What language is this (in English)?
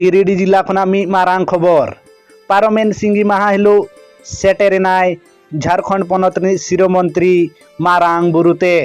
Santali